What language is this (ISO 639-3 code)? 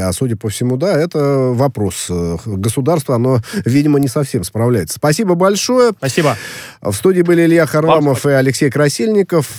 rus